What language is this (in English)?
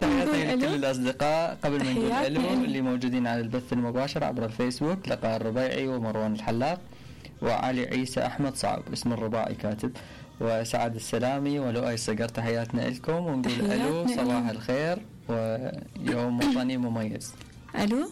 Mesopotamian Arabic